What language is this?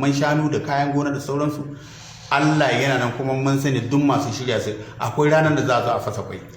Hausa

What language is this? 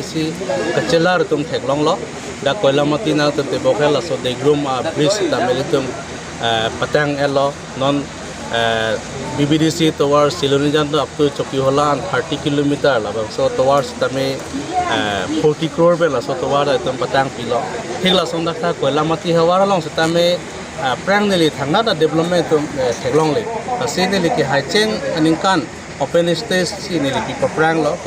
Karbi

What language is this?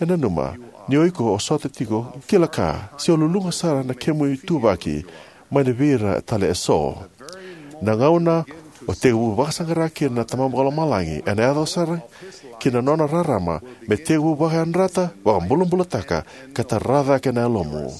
Fijian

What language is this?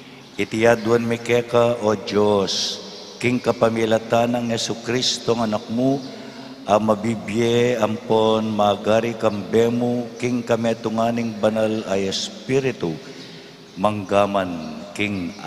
Pampanga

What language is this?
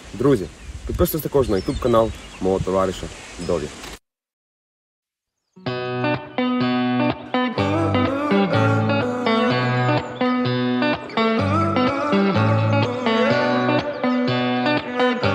Ukrainian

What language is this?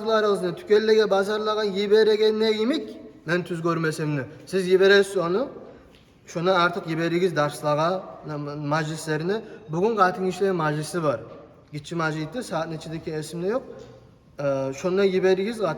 Kumyk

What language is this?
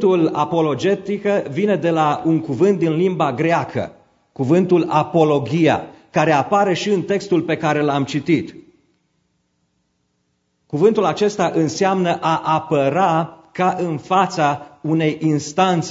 Romanian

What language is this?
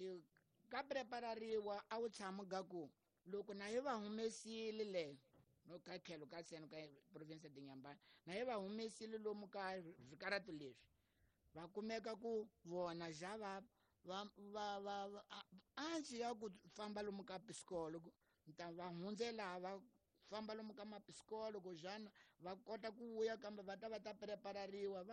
Tsonga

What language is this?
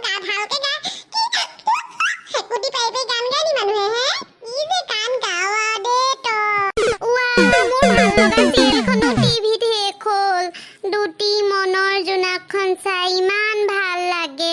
Assamese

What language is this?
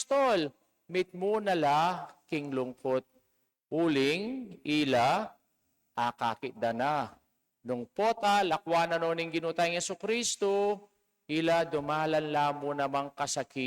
Pampanga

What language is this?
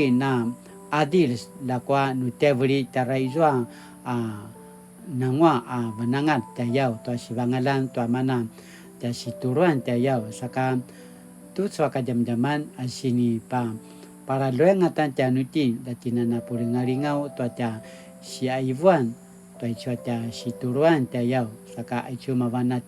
Paiwan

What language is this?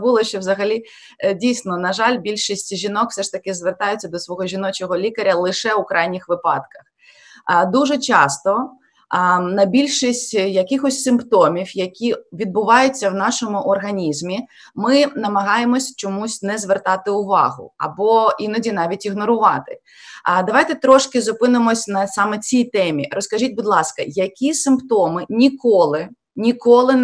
Ukrainian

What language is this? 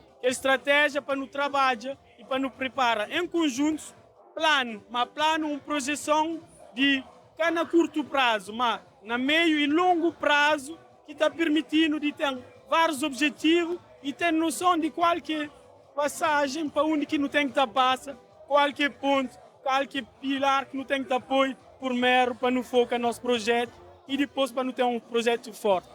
Kabuverdianu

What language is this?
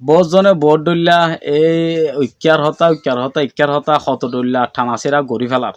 Rohingya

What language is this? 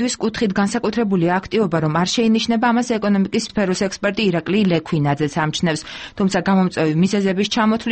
Georgian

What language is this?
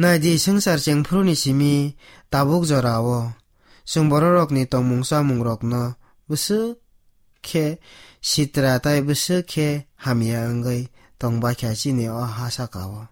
Kok Borok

